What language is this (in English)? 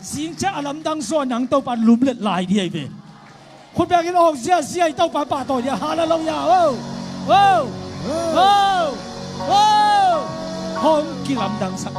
Tedim Chin